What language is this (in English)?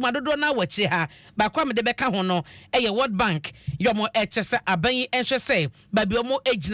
Akan